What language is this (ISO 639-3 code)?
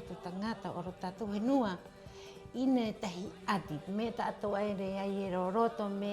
rap